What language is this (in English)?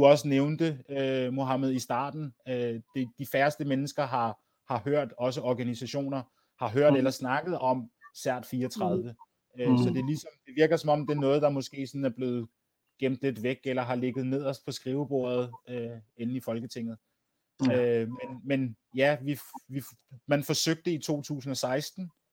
Danish